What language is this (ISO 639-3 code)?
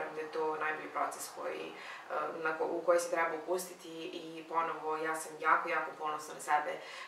srp